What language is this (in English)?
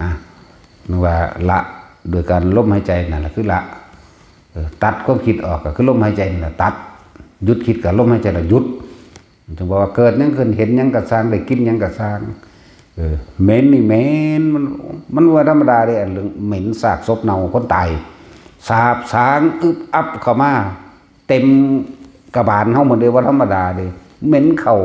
Northeastern Thai